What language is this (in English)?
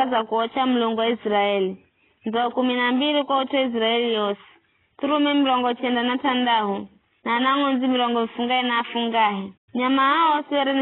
Giryama